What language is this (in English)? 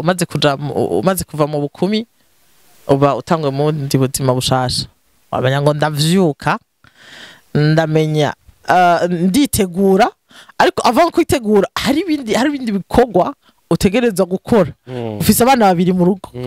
Rundi